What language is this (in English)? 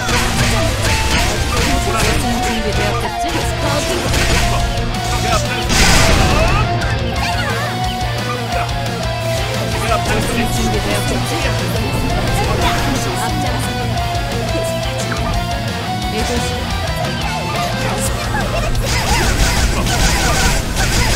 Korean